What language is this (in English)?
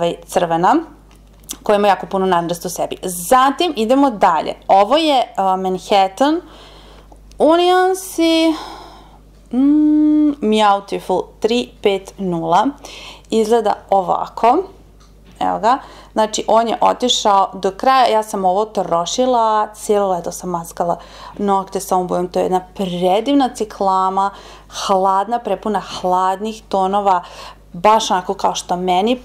Serbian